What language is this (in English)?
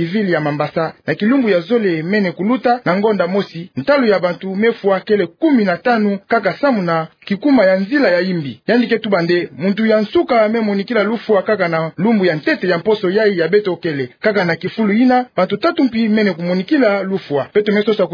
Kituba (Democratic Republic of Congo)